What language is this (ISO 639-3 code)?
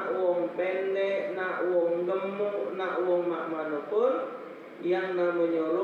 mui